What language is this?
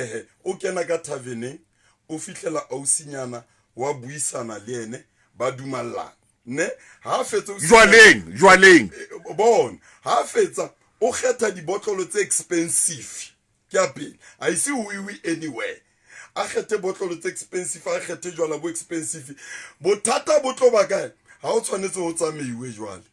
Southern Sotho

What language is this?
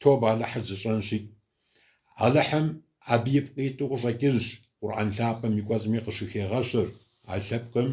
Kabardian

